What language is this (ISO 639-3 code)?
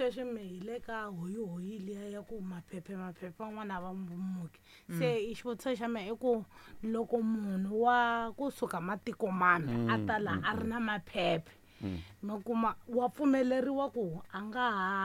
tso